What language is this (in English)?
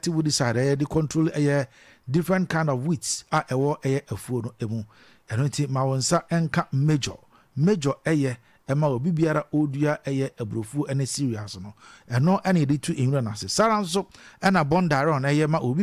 Akan